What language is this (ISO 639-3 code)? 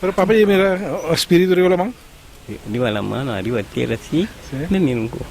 pap